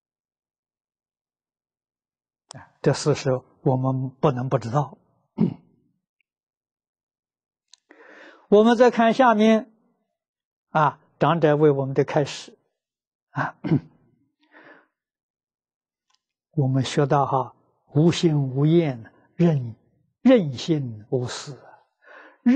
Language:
Chinese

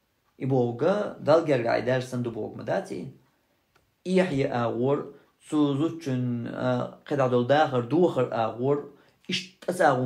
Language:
Chechen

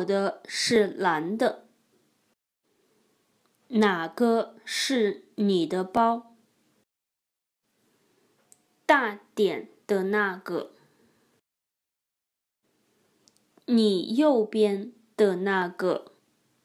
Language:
Chinese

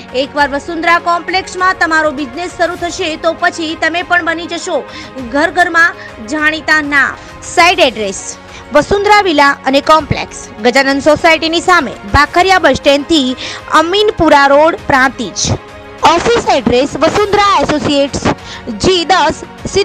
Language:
Gujarati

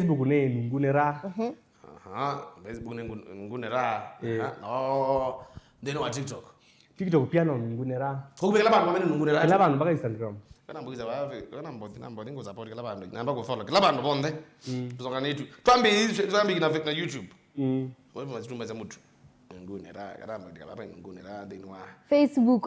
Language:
Kamba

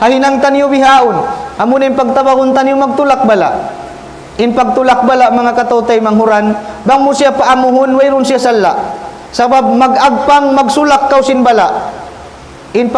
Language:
Tausug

